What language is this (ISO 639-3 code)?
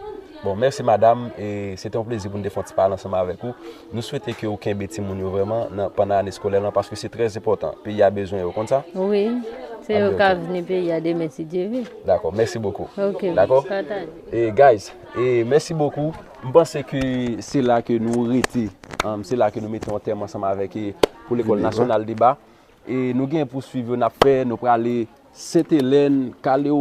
hat